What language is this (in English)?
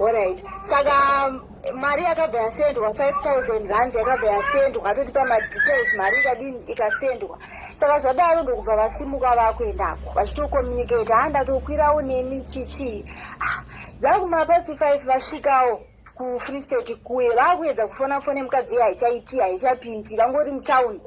Shona